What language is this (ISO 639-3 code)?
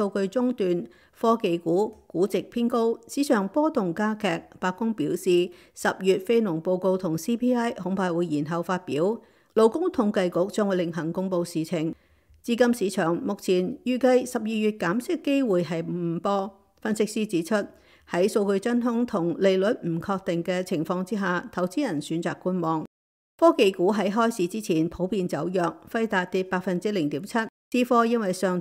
yue